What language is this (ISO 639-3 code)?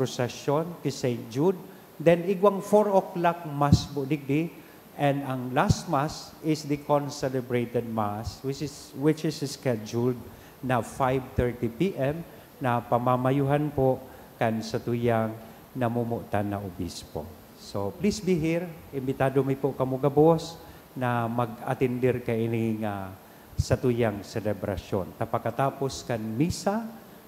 bik